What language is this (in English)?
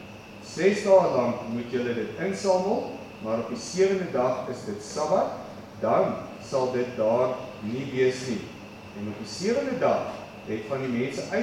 Afrikaans